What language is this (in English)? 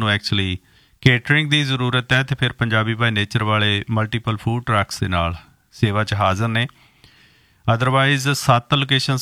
Punjabi